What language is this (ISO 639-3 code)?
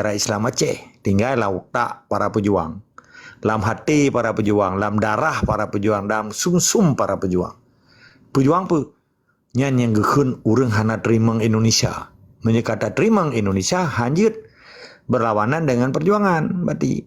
ace